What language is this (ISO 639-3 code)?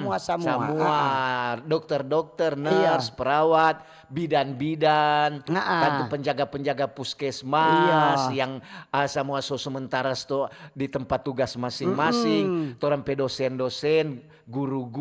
xmm